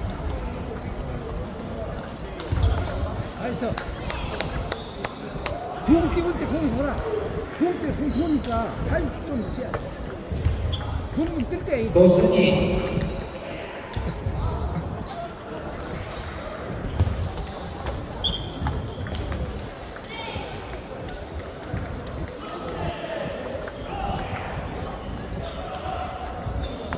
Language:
Korean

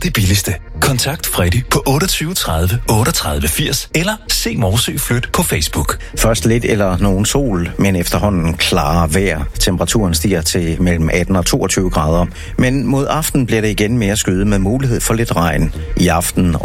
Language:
Danish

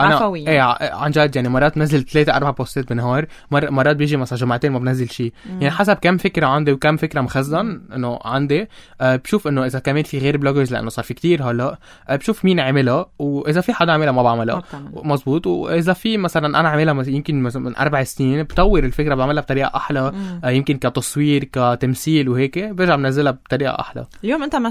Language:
North Levantine Arabic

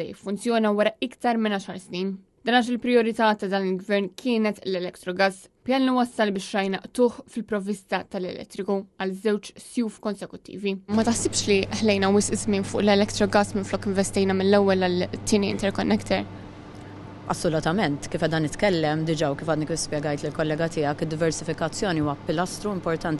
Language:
Maltese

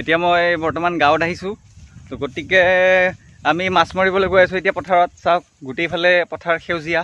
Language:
Assamese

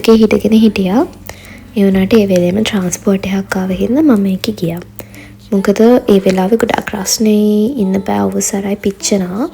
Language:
Sinhala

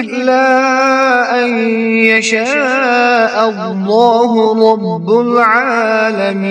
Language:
Kashmiri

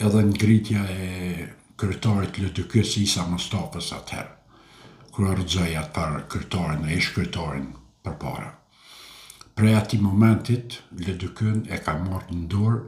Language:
Albanian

